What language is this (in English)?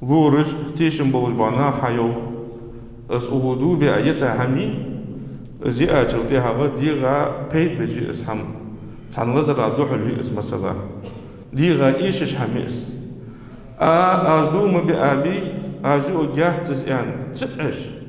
Ingush